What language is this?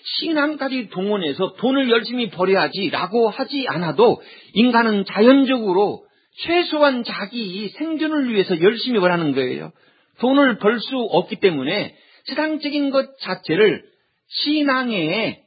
Korean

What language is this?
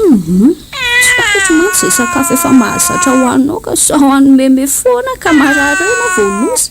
Malagasy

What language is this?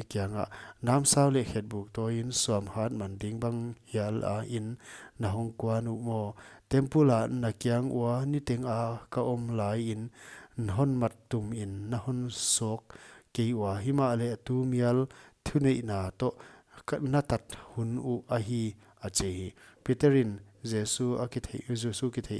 Paite Chin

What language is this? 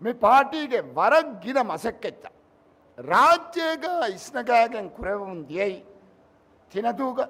Divehi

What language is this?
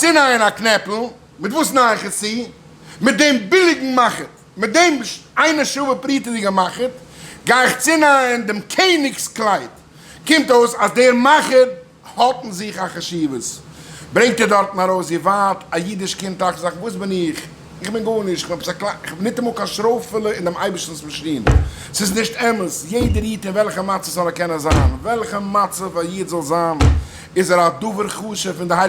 Yiddish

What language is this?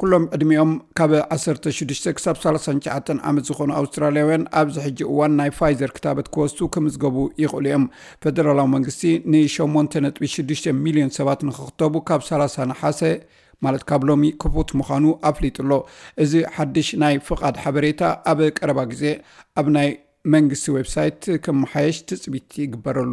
Tigrinya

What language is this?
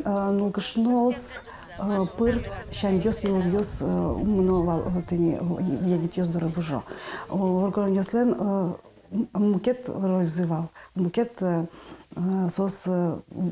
Udmurt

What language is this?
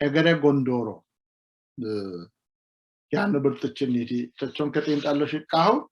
Sidamo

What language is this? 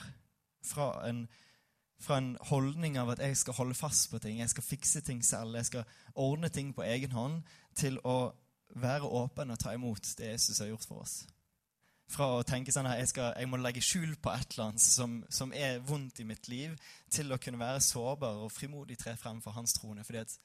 Norwegian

